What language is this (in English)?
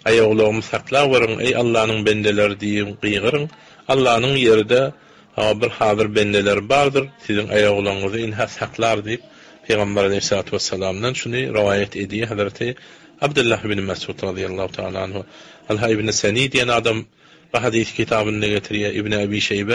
Turkmen